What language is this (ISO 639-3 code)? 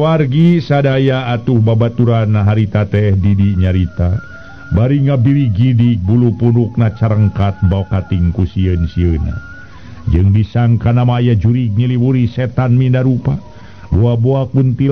sun